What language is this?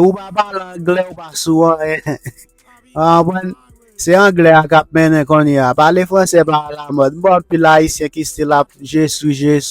Haitian Creole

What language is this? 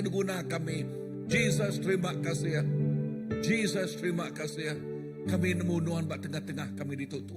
Iban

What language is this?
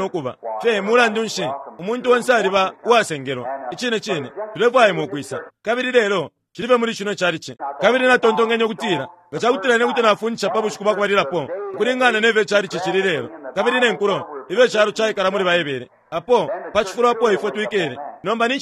Bemba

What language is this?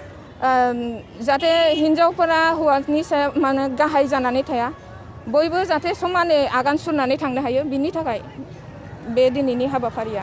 Bodo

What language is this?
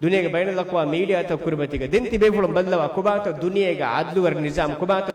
Divehi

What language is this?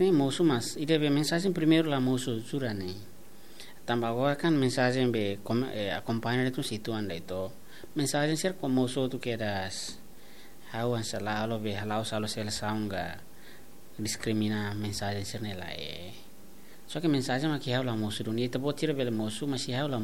Tetum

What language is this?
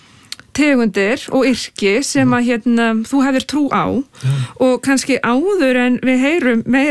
Icelandic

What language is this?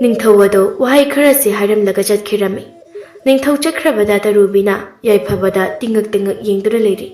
Manipuri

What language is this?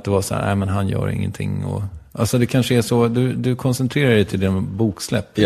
Swedish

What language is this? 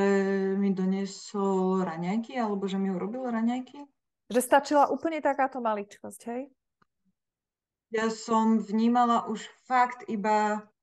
Slovak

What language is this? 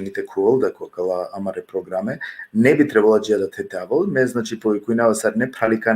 Balkan Romani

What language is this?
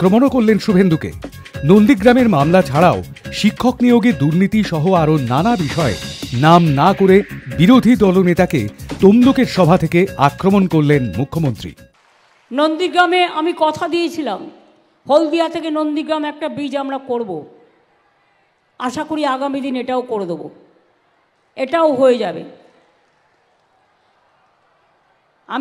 Bangla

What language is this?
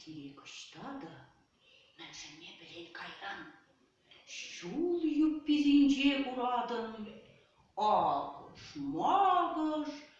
Chuvash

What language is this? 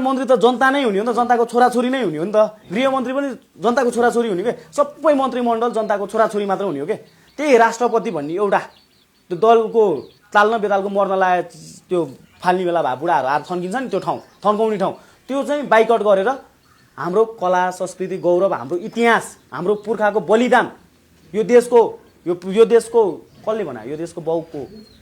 Nepali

